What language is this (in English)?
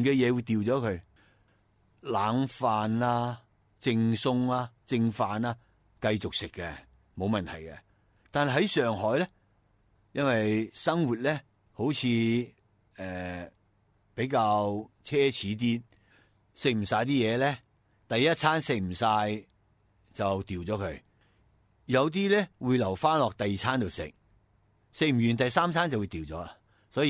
Cantonese